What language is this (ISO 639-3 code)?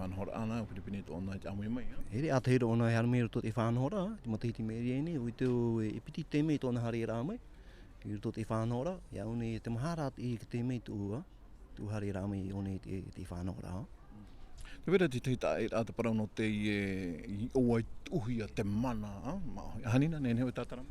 tah